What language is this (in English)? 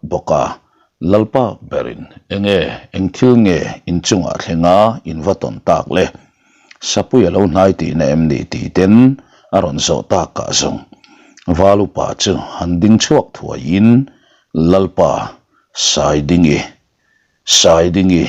Mizo